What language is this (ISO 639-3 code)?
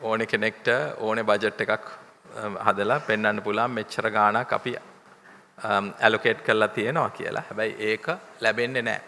sin